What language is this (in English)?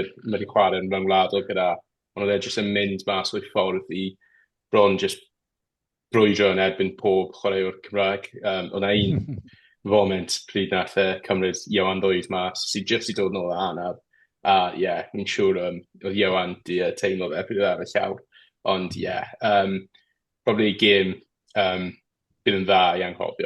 Welsh